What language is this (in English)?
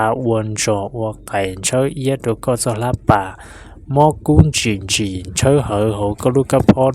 Hmong